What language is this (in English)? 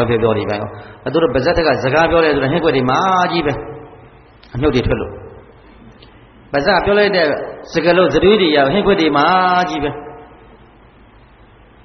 Burmese